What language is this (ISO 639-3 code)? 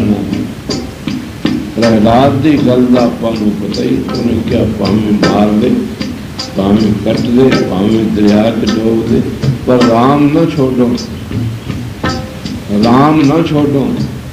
pan